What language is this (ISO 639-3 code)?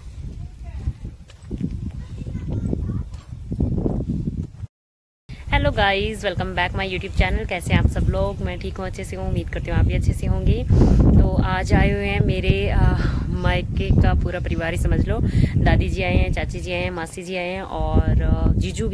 hin